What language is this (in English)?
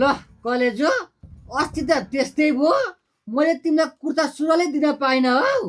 Nepali